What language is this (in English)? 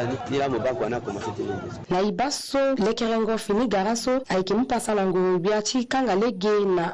Sango